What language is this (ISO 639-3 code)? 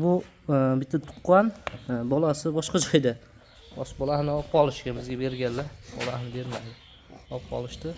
uzb